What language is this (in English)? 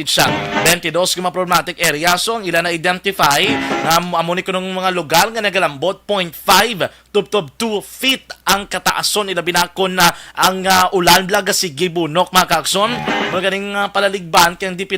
Hiligaynon